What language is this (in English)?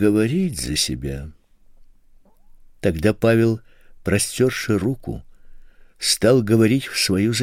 Russian